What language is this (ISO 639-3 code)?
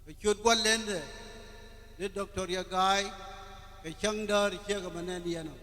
nus